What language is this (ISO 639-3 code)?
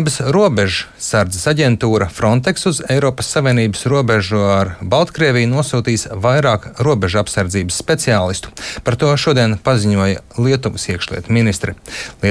lav